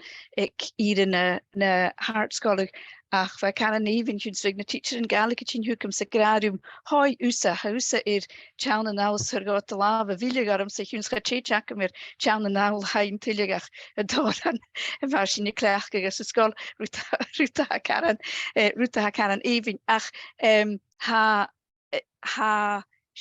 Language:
Scottish Gaelic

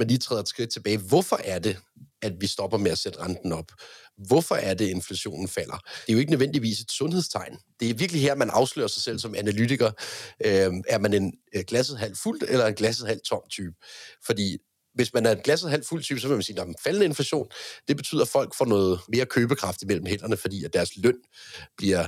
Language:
Danish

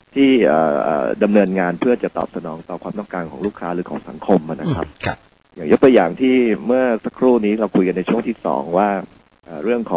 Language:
Thai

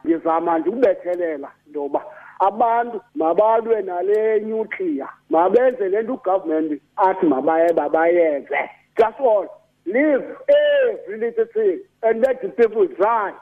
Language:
Xhosa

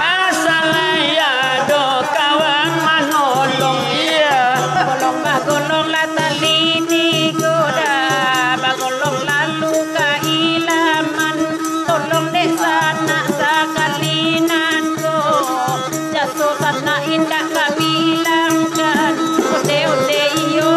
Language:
Minangkabau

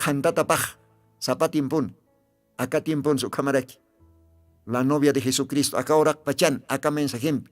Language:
Aymara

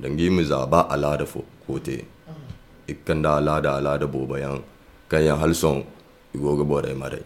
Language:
Zarma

